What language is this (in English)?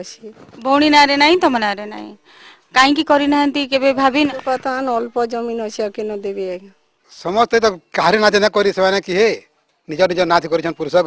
Odia